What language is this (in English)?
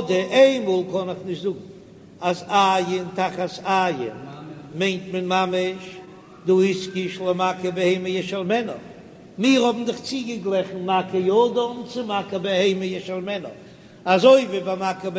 Yiddish